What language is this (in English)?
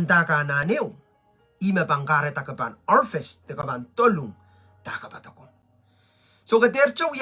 Pohnpeian